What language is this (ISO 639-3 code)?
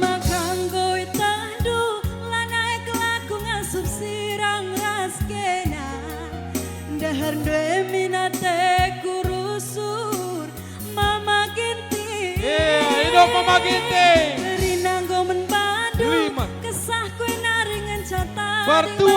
btx